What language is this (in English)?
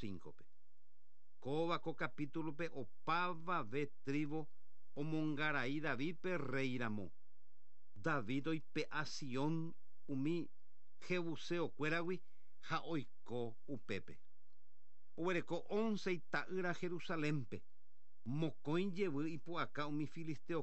Guarani